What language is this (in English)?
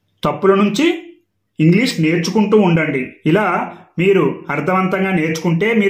Telugu